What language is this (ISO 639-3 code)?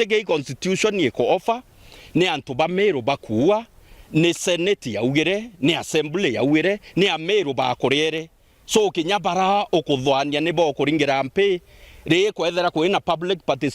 mer